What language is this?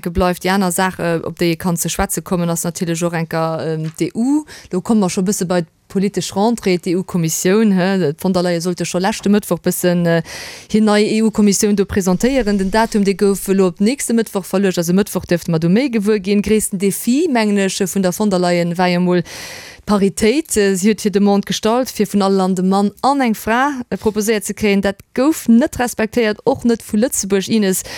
Luxembourgish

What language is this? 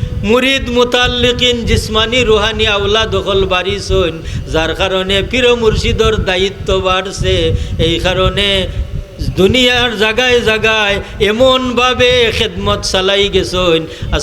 Sylheti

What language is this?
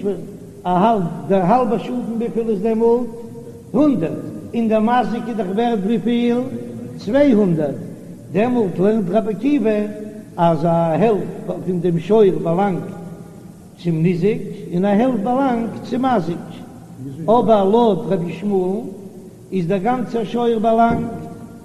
Yiddish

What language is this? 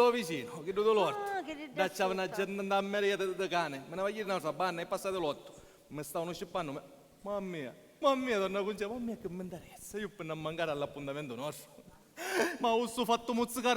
Sicilian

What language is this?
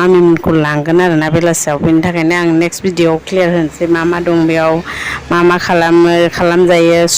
Bodo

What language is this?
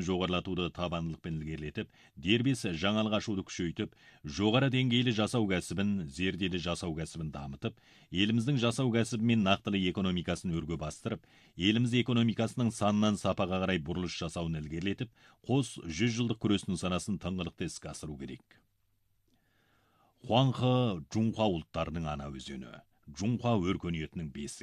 Kazakh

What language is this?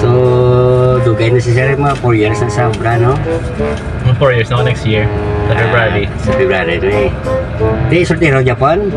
Hiligaynon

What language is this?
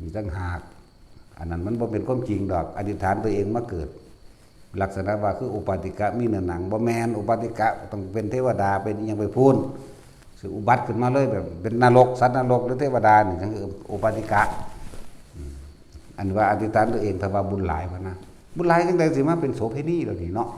Northeastern Thai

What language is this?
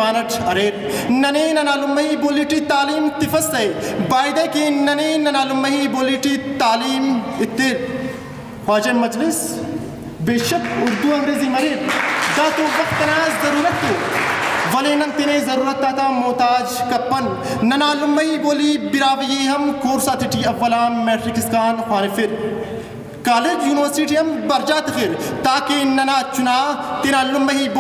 Brahui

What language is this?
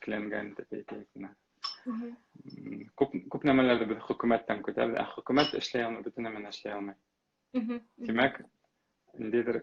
Bashkir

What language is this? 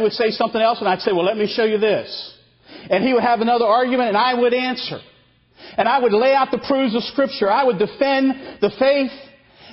English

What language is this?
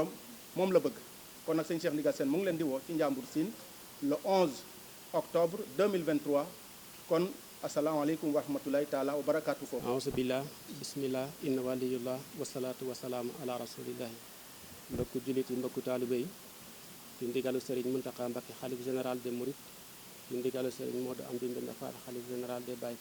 Wolof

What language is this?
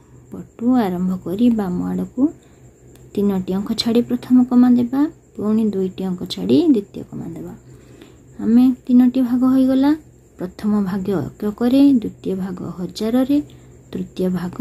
Odia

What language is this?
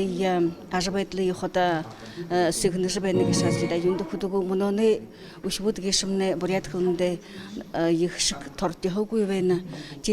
Buriat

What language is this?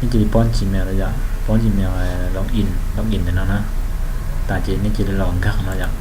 Hmong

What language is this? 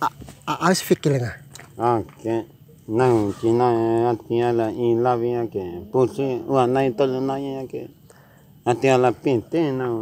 Bima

